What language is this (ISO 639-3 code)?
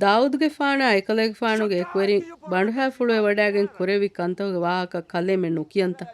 div